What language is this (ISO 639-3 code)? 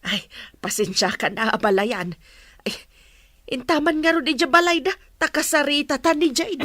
ilo